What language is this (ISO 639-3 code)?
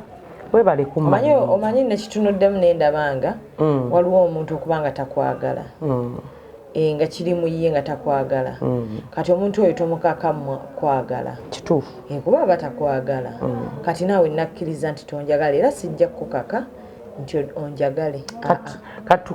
lug